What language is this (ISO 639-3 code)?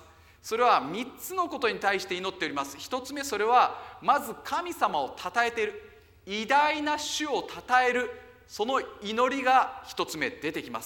jpn